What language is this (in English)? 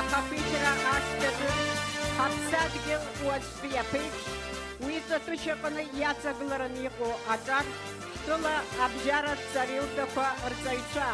Abkhazian